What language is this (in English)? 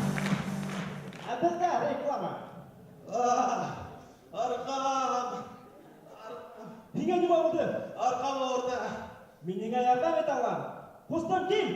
Bashkir